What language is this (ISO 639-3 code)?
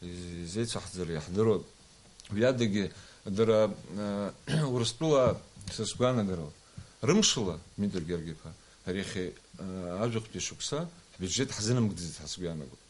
abk